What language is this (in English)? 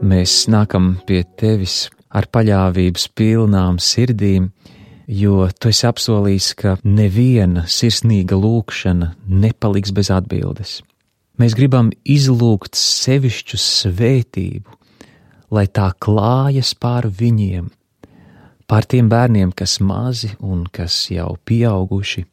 Latvian